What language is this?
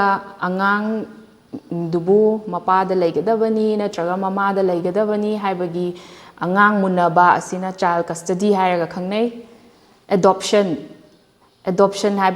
Manipuri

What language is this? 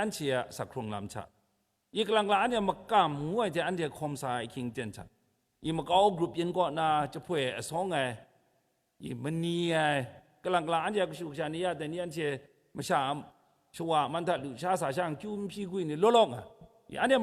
Kachin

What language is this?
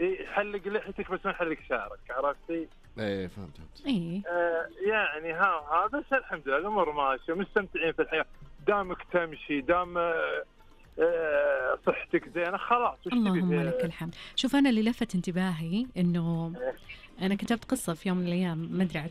Najdi Arabic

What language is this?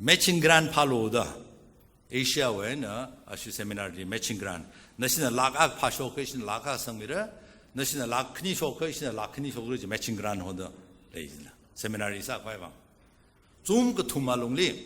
Tangkhul Naga (India)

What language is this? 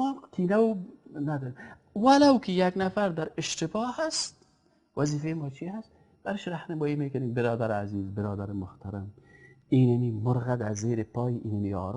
Persian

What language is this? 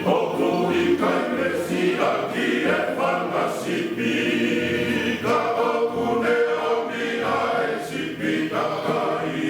Tongan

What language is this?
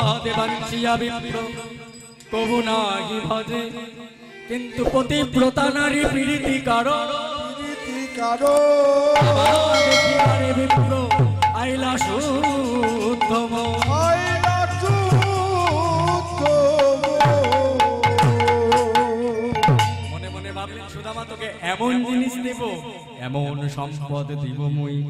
Bangla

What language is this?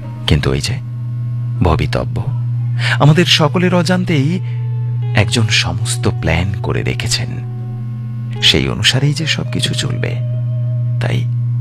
Bangla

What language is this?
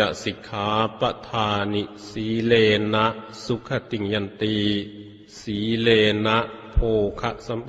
Pali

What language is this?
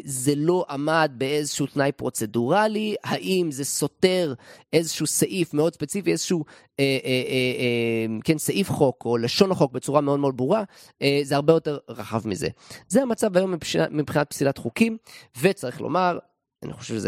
Hebrew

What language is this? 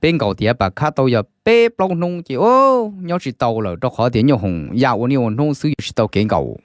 Hmong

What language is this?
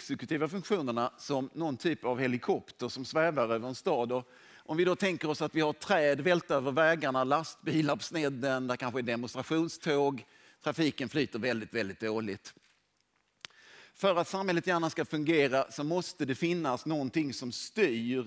Swedish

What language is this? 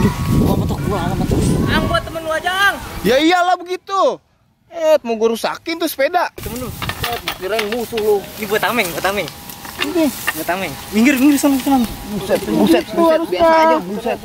Betawi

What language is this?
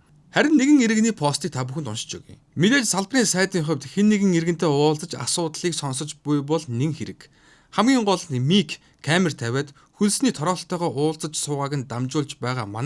Mongolian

